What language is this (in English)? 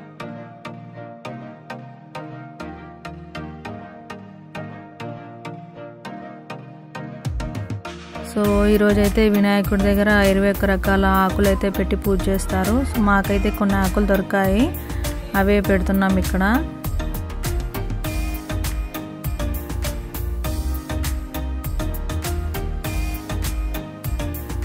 Telugu